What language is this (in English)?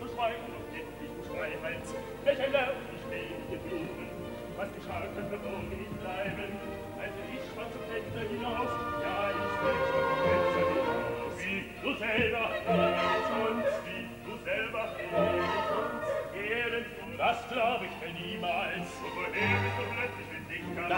German